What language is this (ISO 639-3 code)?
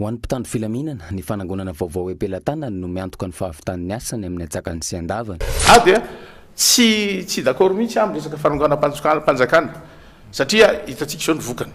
mlg